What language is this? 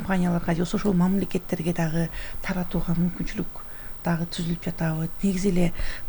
Kyrgyz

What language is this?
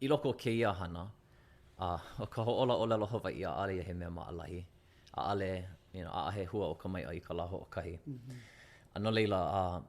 Hawaiian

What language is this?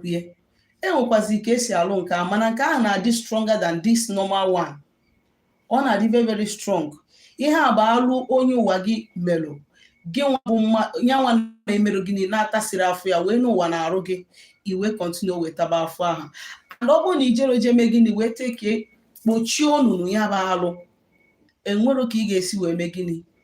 Igbo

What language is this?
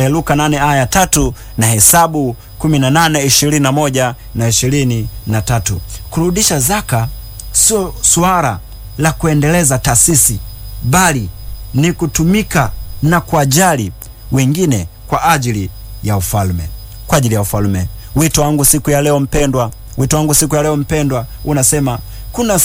Swahili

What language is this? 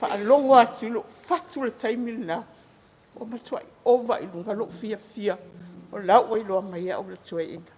Samoan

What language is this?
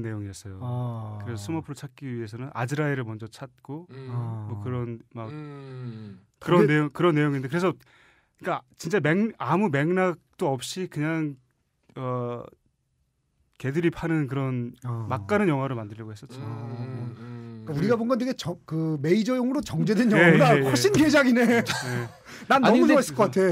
Korean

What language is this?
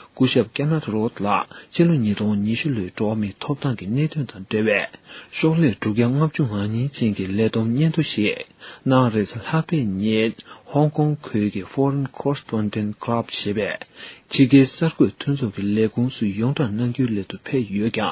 Tibetan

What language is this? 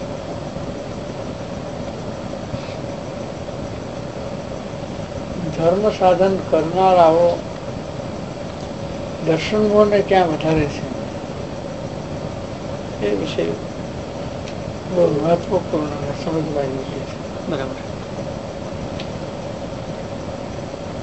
Gujarati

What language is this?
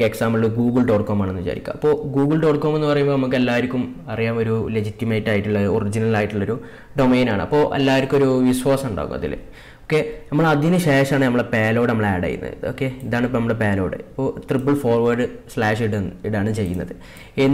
Malayalam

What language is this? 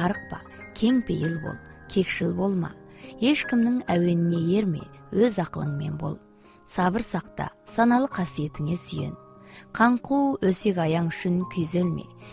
Kazakh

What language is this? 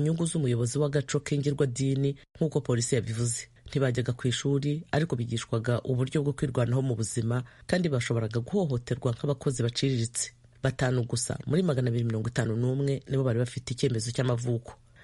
Kinyarwanda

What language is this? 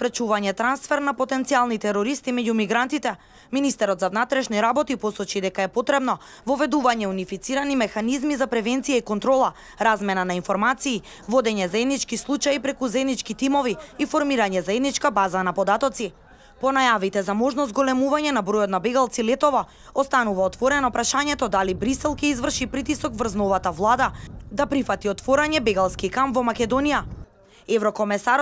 Macedonian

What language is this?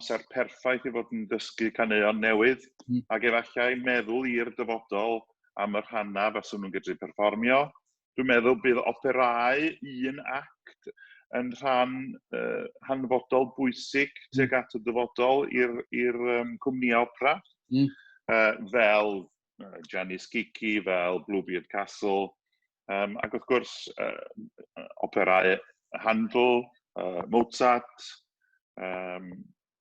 Welsh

